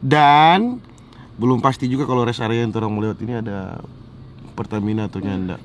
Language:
Manado Malay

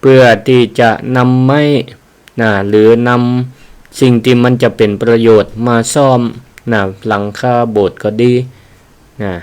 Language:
Northern Thai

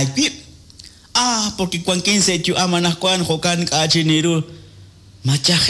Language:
Kekchí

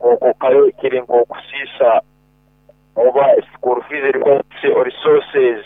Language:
Nyoro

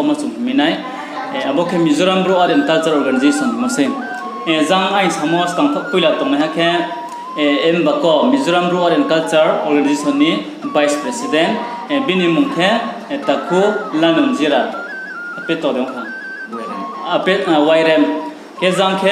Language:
Riang (India)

